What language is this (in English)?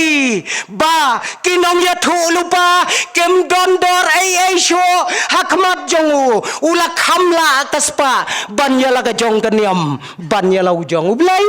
Khasi